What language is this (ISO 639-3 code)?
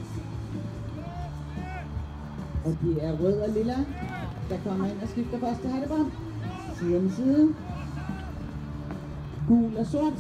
dan